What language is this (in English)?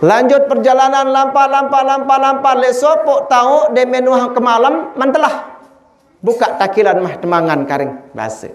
Sasak